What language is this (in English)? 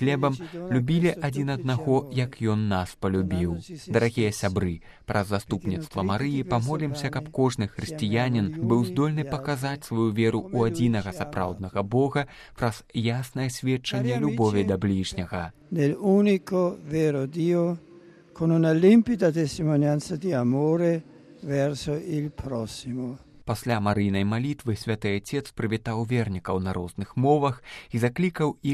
Belarusian